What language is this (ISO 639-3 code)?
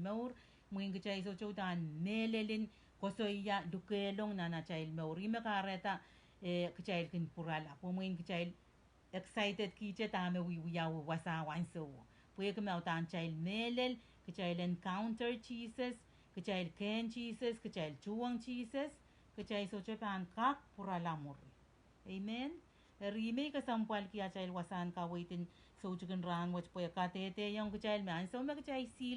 pon